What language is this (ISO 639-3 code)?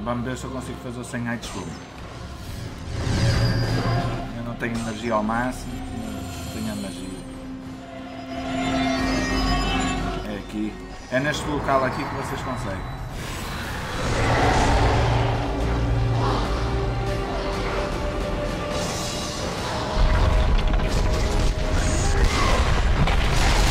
por